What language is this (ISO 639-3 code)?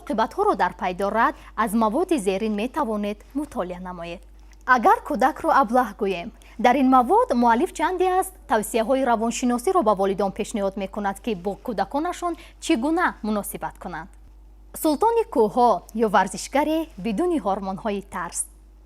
tgk